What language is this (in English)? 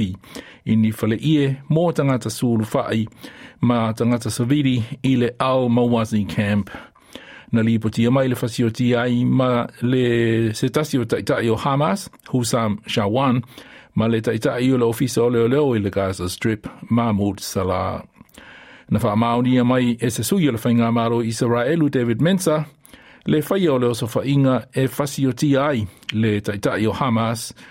Samoan